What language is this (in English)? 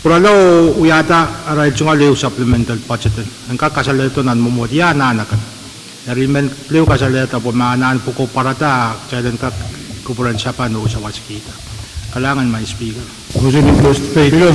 Pohnpeian